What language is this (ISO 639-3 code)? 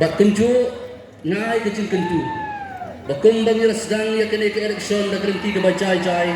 kha